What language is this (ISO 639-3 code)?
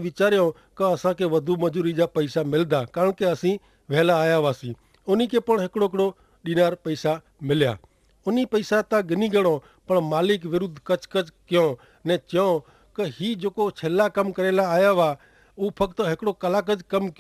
kfr